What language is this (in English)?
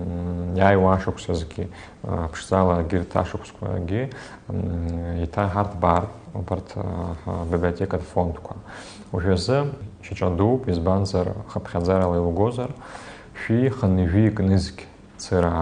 Abkhazian